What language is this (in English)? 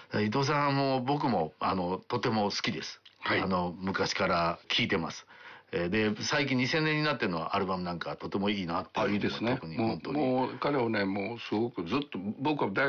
Japanese